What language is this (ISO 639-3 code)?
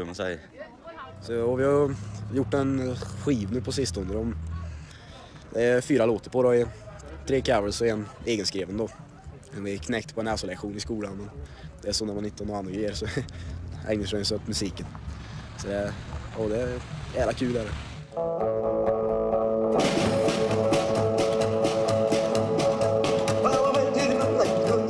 swe